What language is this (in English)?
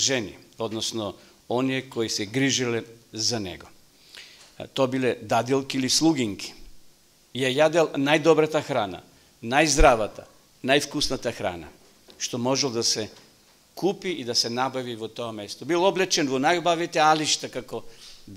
Macedonian